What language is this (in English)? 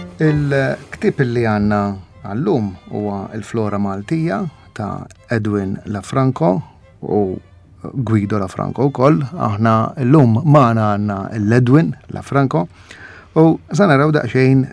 Maltese